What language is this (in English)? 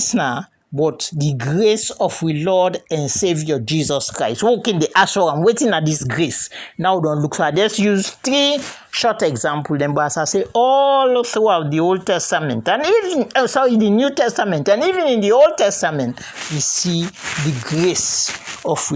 Krio